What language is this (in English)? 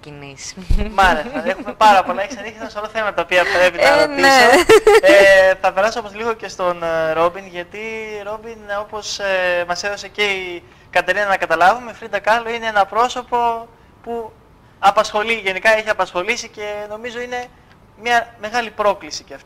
Greek